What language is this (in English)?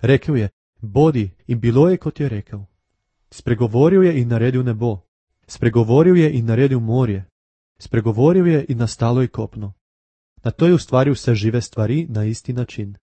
Slovenian